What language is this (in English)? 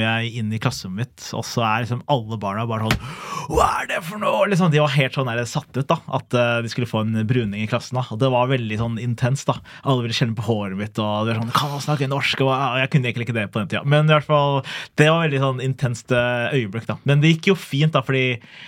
Norwegian